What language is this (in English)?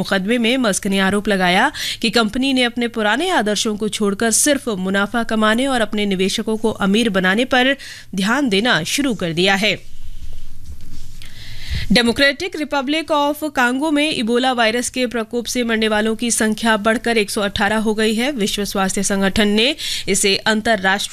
Hindi